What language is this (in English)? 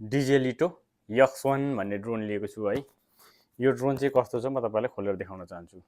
Nepali